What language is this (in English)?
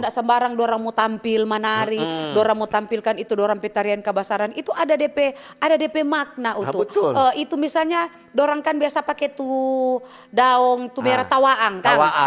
Manado Malay